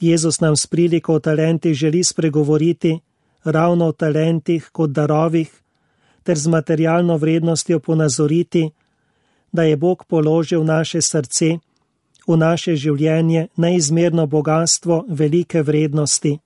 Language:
Slovenian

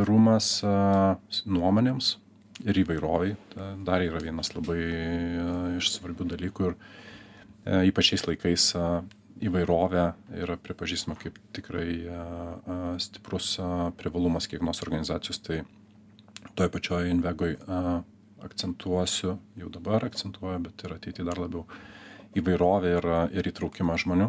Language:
Lithuanian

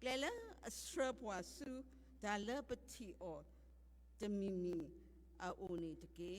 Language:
S'gaw Karen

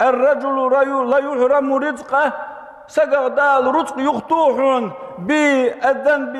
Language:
Ingush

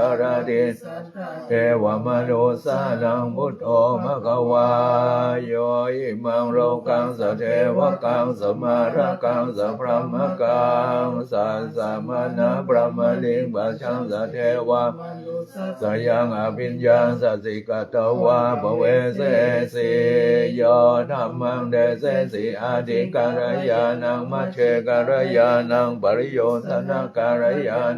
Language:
Pali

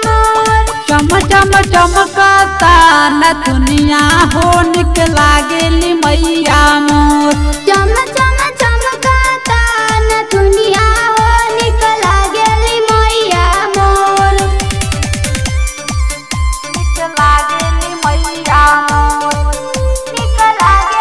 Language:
Bhojpuri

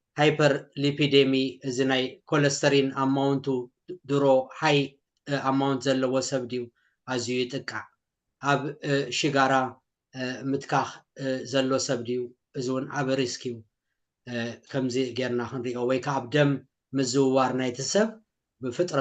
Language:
Tigrinya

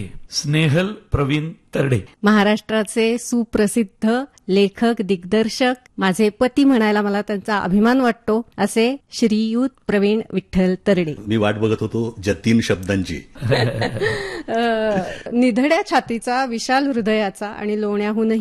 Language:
Marathi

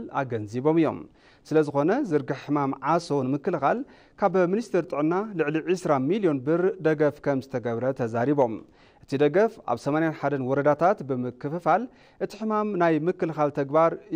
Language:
Tigrinya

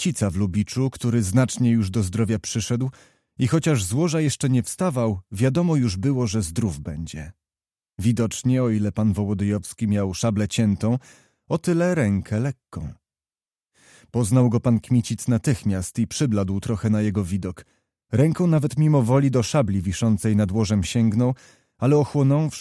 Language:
Polish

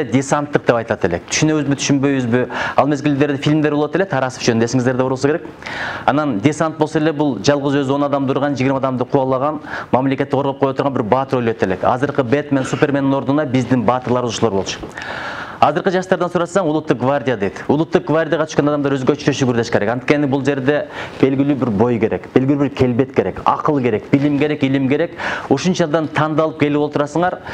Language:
Kyrgyz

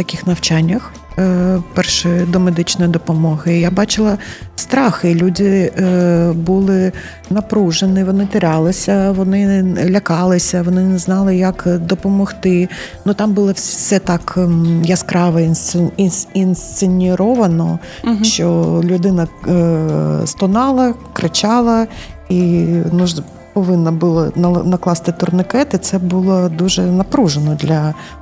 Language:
Ukrainian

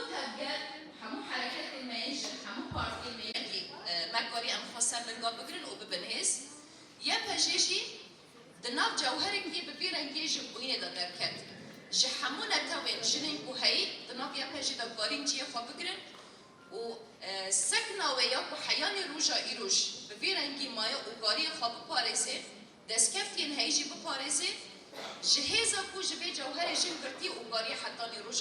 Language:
Kurdish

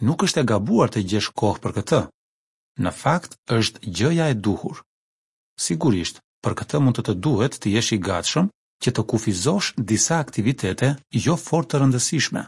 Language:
Albanian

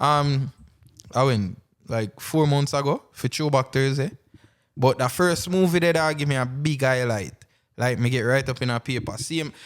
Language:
Jamaican Creole English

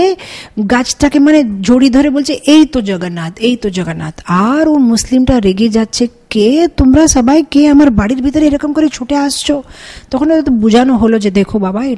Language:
Bangla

